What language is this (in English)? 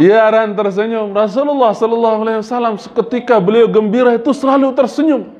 Sasak